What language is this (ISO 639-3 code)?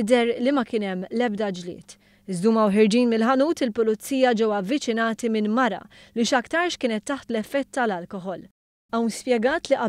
mlt